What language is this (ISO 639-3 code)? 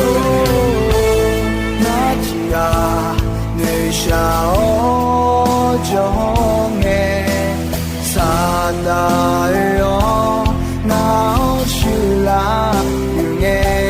ahk